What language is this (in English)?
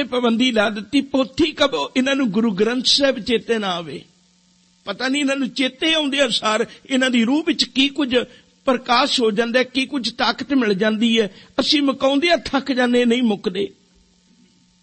Punjabi